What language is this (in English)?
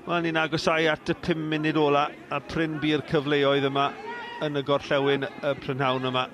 Welsh